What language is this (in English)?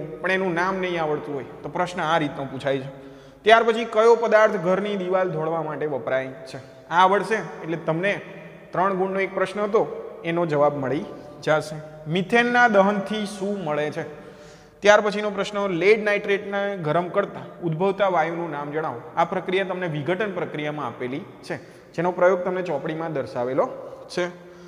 Gujarati